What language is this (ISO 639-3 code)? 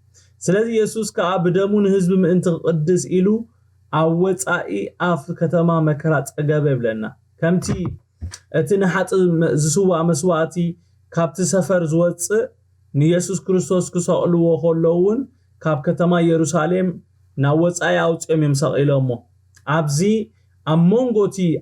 tir